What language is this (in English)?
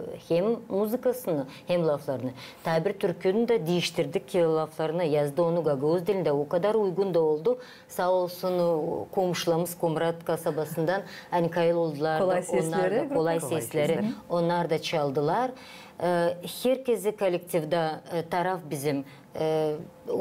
Gagauz